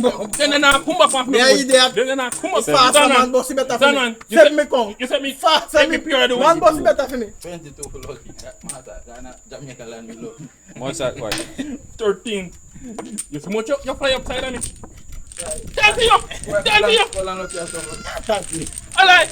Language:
Jamaican Creole English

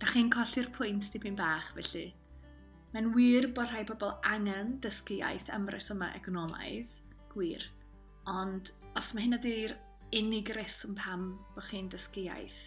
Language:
Welsh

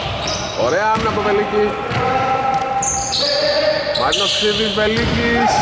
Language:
Greek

